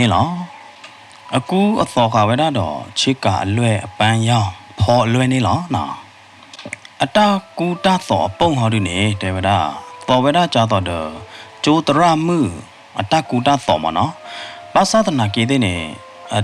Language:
S'gaw Karen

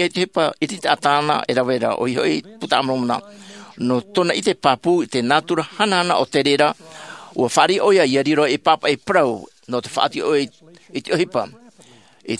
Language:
Tahitian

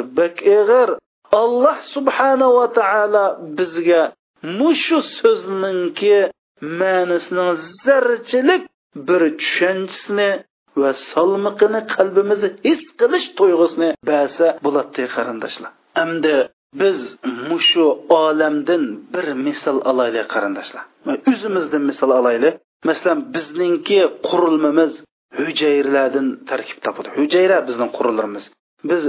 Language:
Uyghur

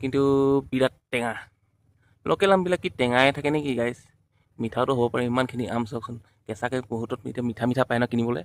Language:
Assamese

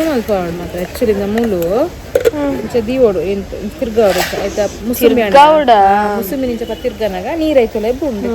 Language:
Tulu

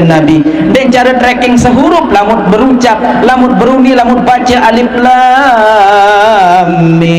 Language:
Sasak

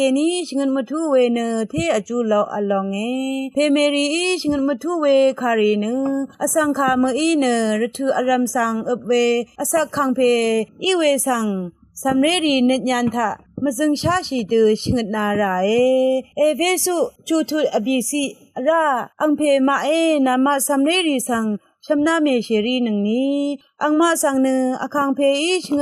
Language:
Rawang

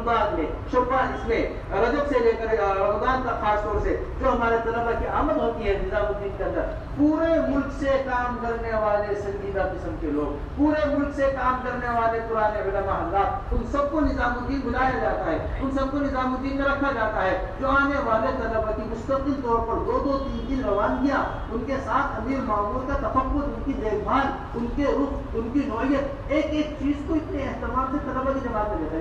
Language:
Urdu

